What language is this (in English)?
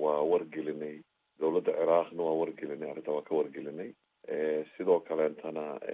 Somali